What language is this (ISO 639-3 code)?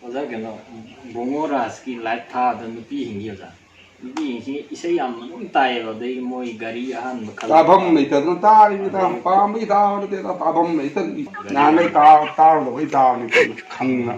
mni